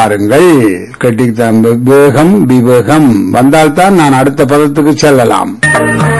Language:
Tamil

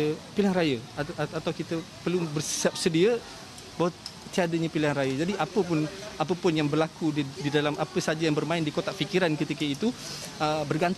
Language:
Malay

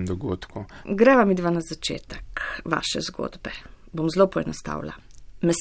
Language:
Slovenian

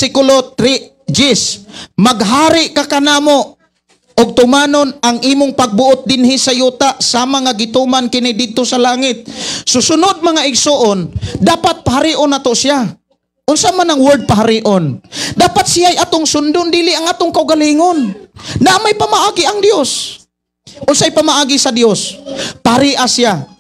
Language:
Cebuano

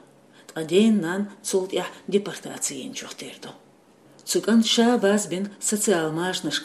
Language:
Chechen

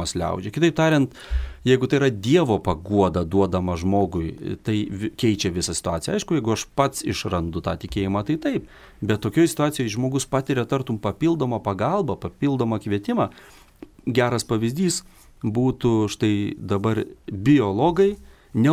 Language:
Lithuanian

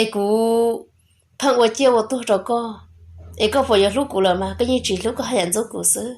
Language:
Hmong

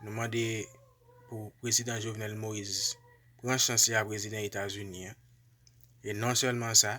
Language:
Haitian Creole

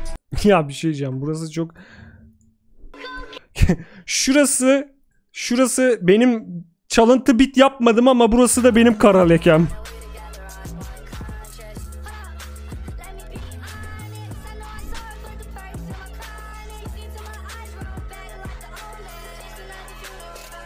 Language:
Turkish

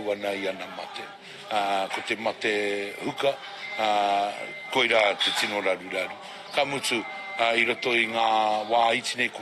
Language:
Māori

